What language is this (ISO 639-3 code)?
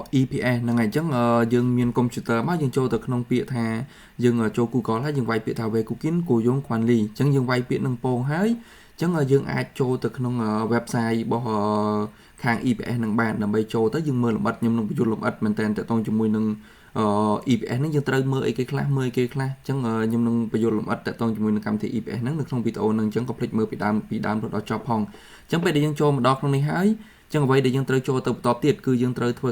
khm